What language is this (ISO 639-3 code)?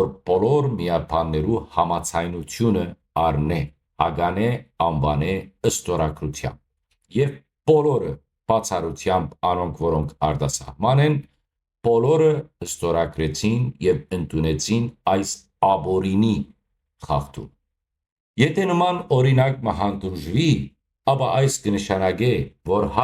hyw